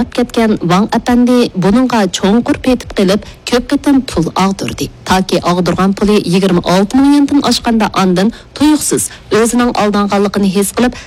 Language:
Uyghur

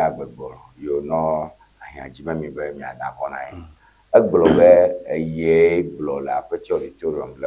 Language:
Ewe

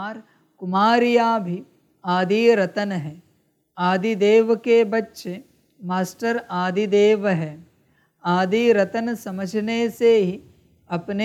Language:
Hindi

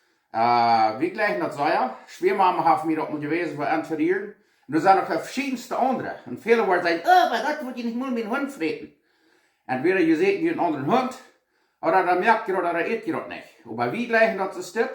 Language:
Plautdietsch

